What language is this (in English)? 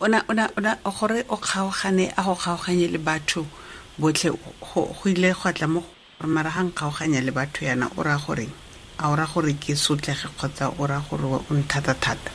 Tswana